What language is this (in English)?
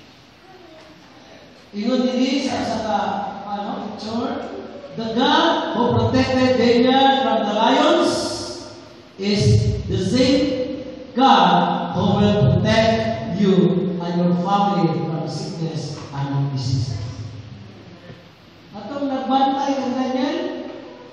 Cebuano